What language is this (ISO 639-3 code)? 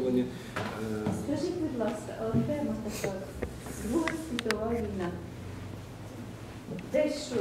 ukr